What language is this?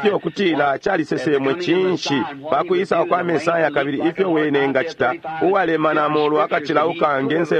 Bemba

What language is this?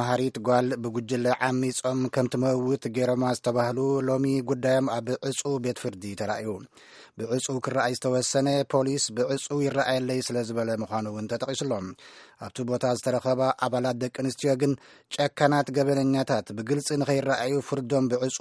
Tigrinya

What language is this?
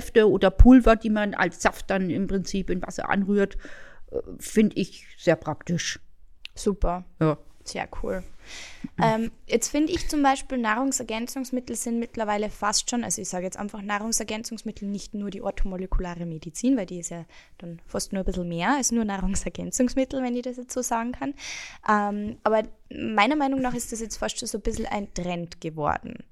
German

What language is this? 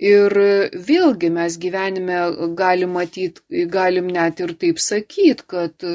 Lithuanian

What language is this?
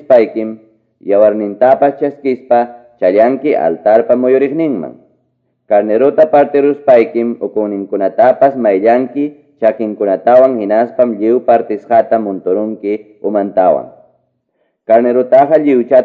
Quechua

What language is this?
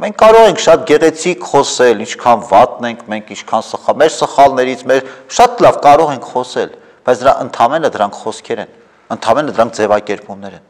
Armenian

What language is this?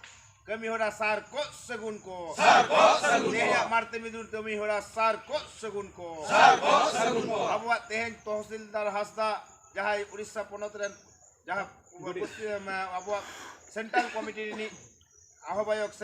Santali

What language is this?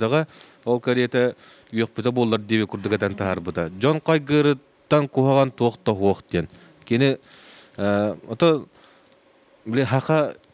Yakut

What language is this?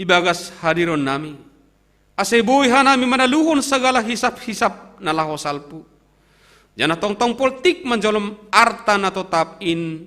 Batak Simalungun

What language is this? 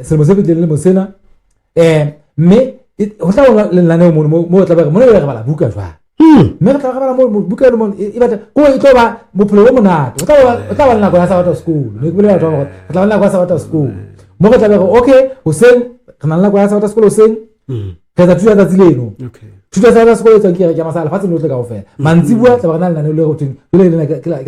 Southern Sotho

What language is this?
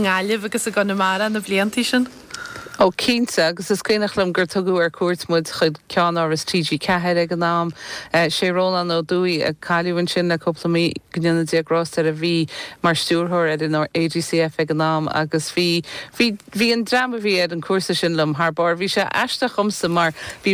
Irish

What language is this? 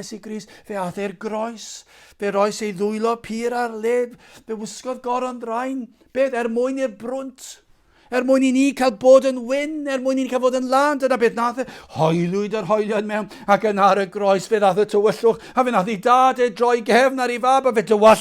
Welsh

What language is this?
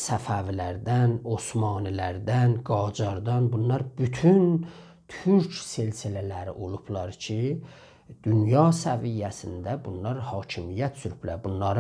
South Azerbaijani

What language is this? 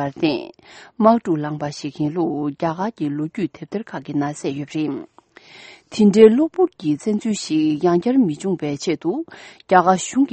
Tibetan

